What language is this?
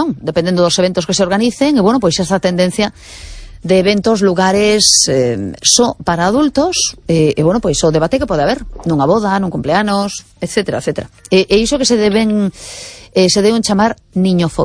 Galician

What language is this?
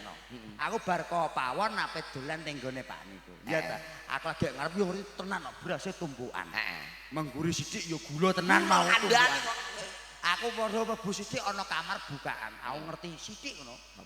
Javanese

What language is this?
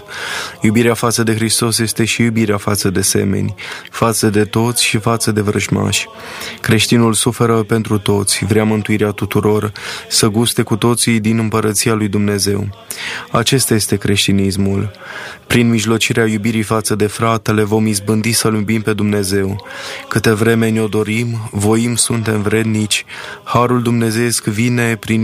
Romanian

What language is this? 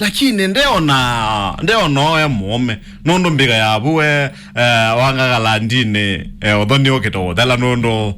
Kamba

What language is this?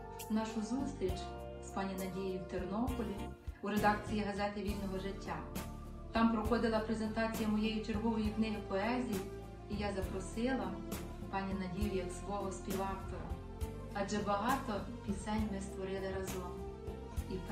Ukrainian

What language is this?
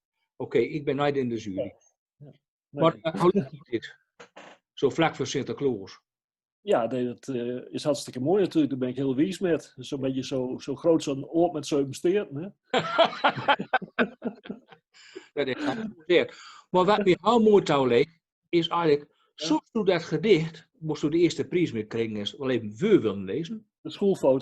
Gronings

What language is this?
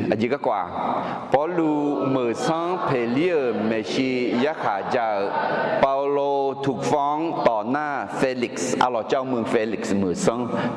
Akha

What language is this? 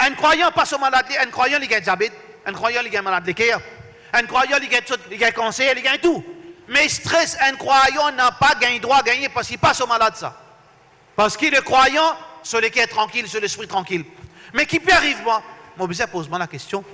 Morisyen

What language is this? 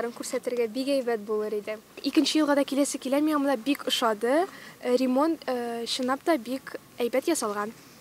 Tatar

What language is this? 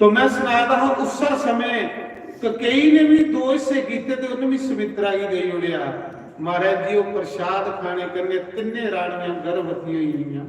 Dogri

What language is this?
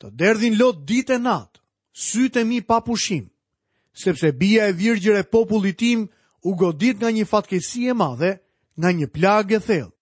Albanian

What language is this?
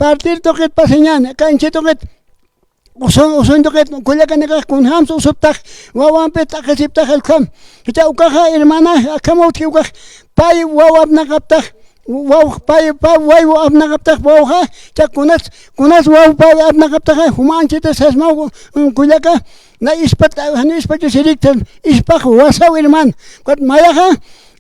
Aymara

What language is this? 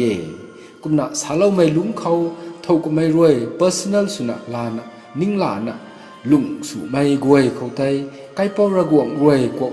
Rongmei Naga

